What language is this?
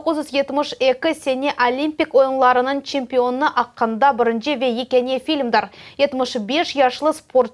Crimean Tatar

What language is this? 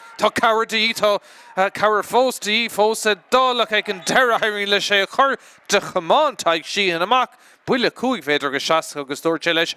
Irish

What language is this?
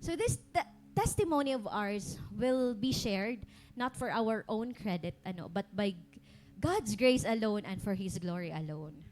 Waray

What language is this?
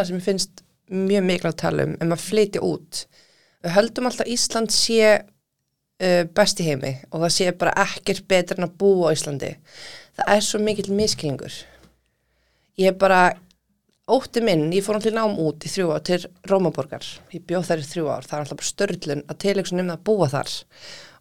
Icelandic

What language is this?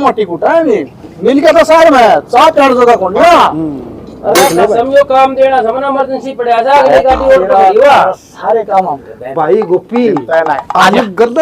Haryanvi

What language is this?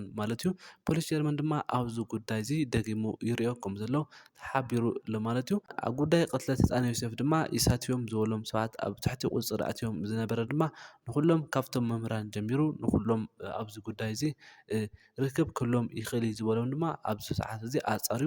Tigrinya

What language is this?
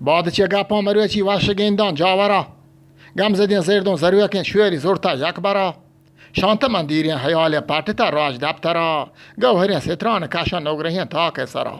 Eastern Balochi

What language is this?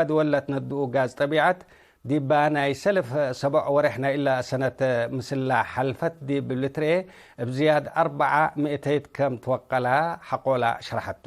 Tigre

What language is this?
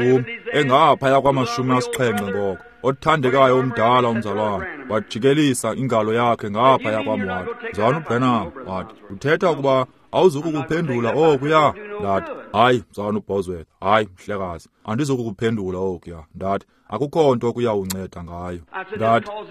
Xhosa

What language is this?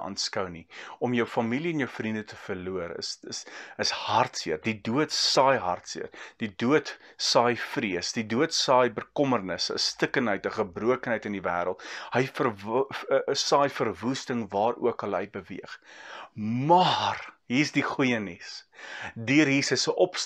Afrikaans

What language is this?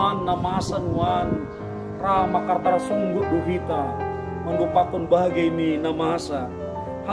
Batak Simalungun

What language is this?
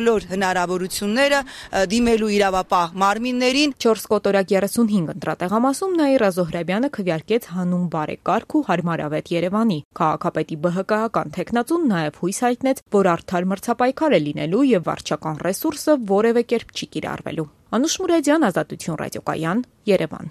Armenian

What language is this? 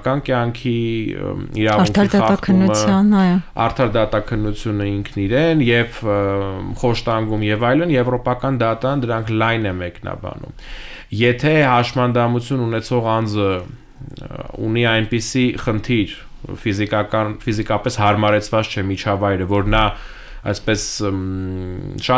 Armenian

